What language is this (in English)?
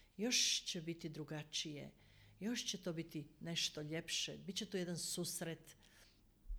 Croatian